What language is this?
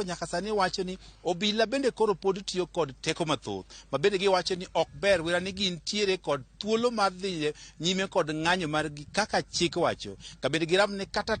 Luo (Kenya and Tanzania)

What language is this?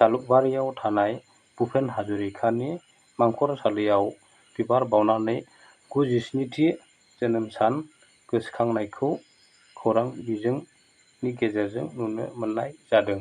Bodo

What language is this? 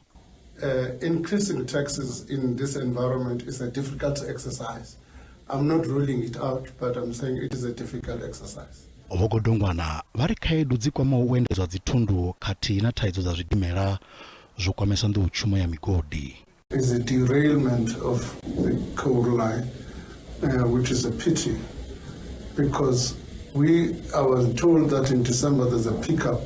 Venda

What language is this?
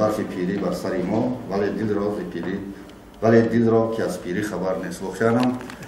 Tajik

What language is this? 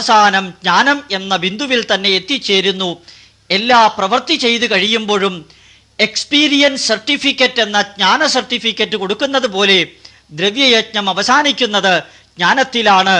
Malayalam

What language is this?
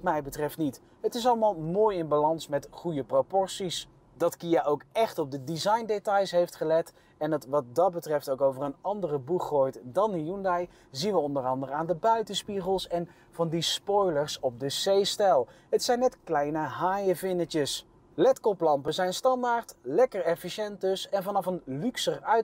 Dutch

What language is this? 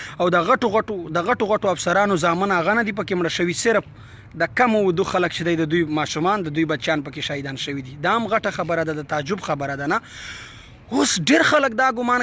Pashto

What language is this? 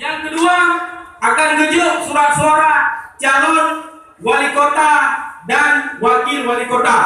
Achinese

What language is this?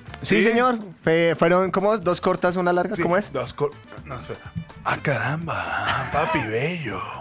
Spanish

